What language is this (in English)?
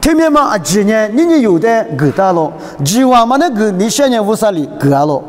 Lisu